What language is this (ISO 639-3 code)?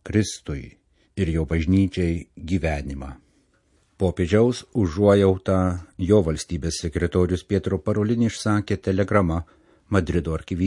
lit